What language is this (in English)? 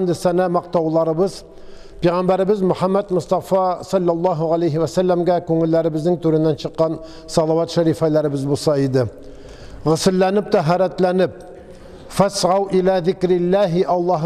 Tatar